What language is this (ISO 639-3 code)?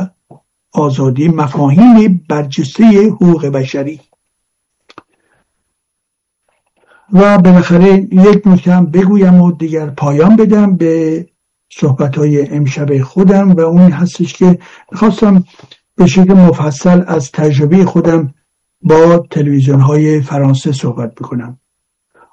fas